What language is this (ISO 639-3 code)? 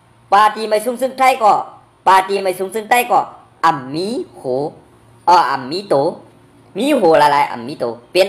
shn